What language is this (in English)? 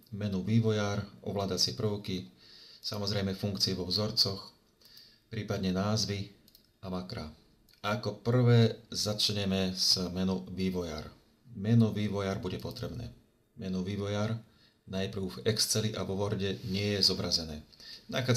Slovak